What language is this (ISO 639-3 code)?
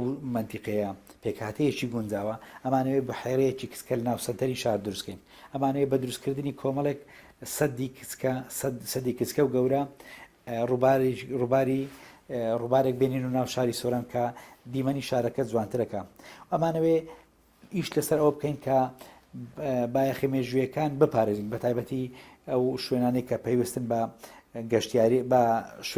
ckb